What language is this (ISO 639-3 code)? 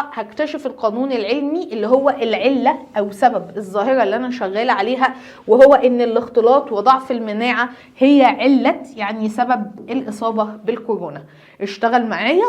arz